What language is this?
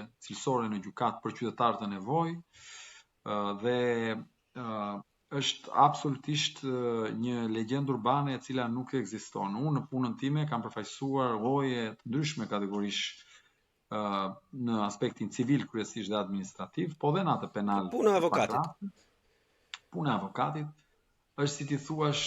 Albanian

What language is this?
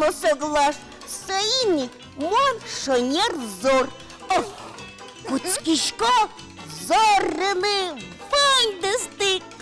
Udmurt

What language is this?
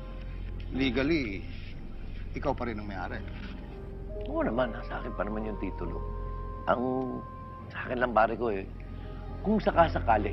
Filipino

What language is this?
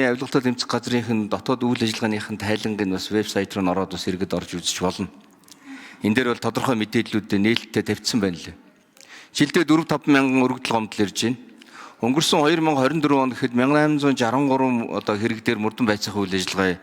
Mongolian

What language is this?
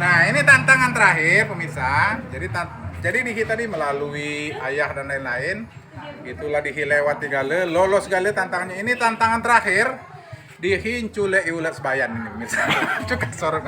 Musi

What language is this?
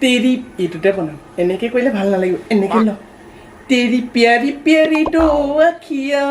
Assamese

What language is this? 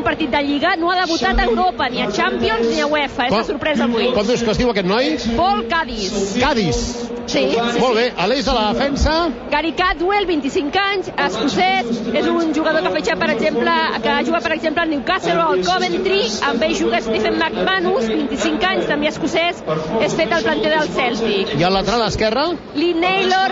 Catalan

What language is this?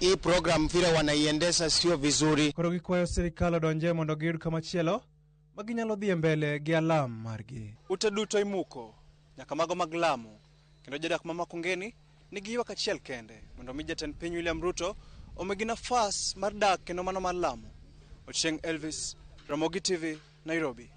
Luo (Kenya and Tanzania)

